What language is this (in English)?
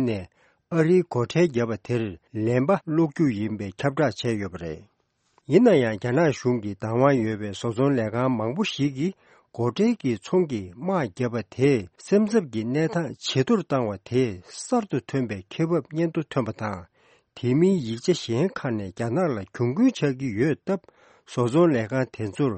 Tibetan